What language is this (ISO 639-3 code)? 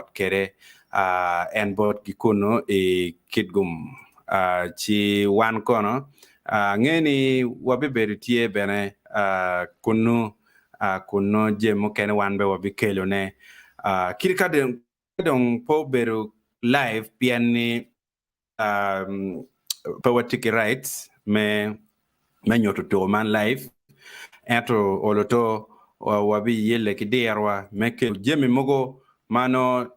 ach